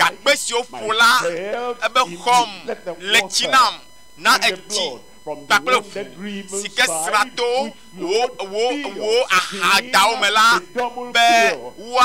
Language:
Ewe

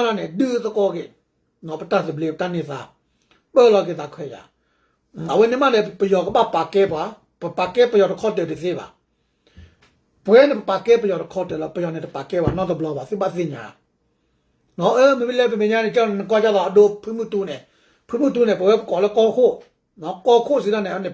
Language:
S'gaw Karen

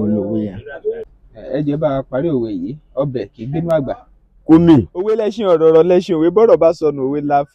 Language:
Yoruba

